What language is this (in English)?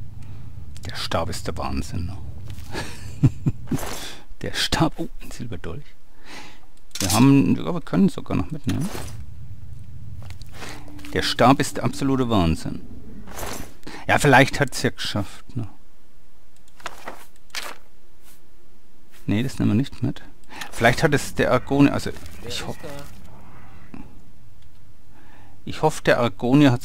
German